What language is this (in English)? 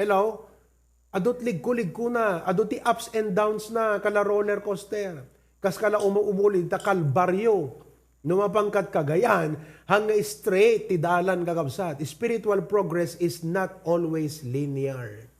Iloko